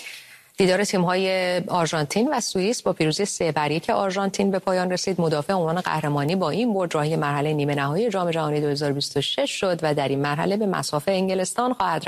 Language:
Persian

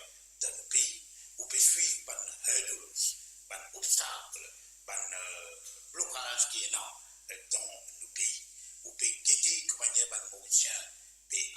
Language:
Morisyen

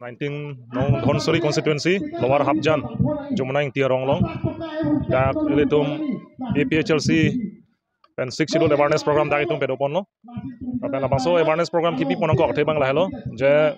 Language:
Karbi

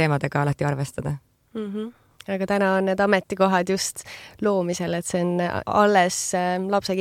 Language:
Estonian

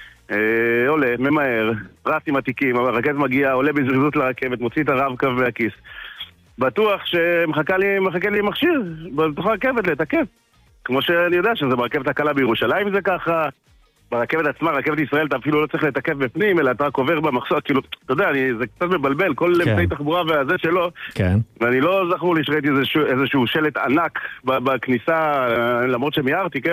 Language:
Hebrew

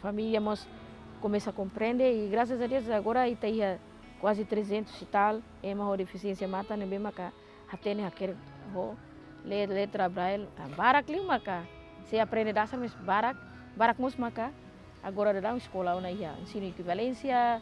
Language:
Tetum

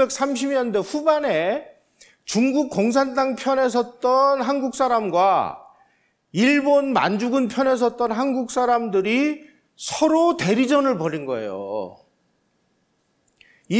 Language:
Korean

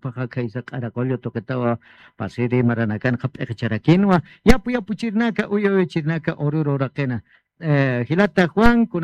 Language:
Aymara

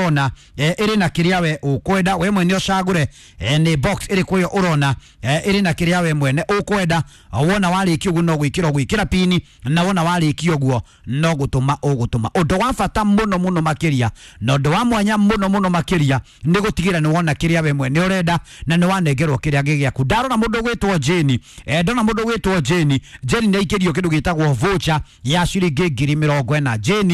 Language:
Kikuyu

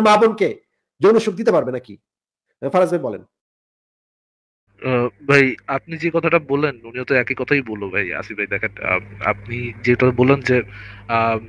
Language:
Bangla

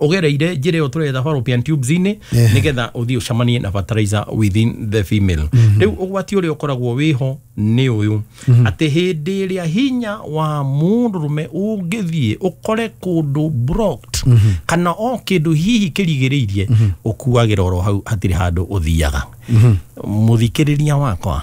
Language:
Kikuyu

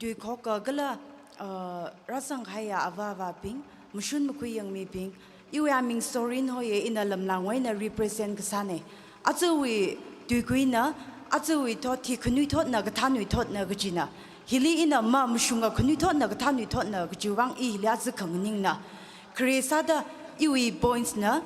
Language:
Tangkhul Naga (India)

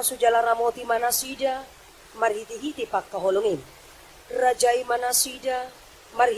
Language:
Batak Toba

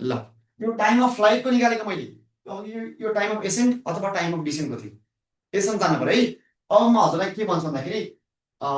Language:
Nepali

